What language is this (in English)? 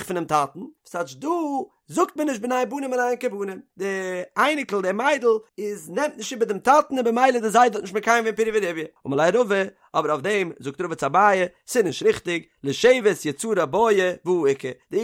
Yiddish